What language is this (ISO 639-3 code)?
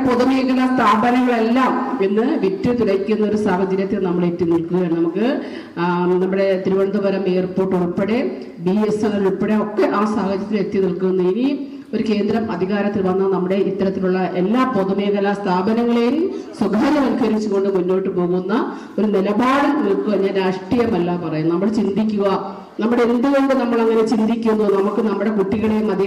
mal